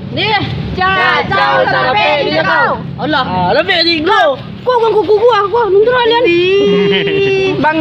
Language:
Minangkabau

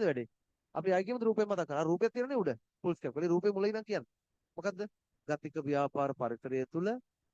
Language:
Sinhala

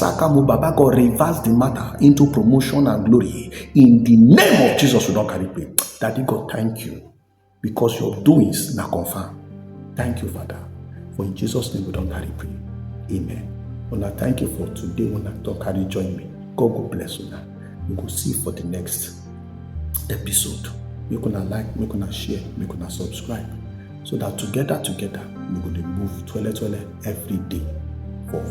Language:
Nigerian Pidgin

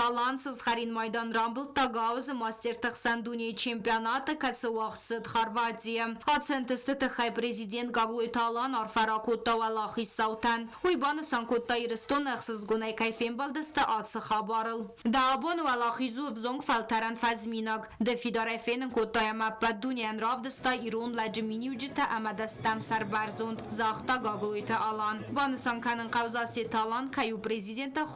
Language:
Ossetic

